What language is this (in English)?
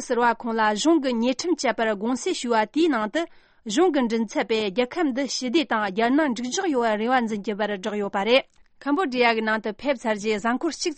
Tibetan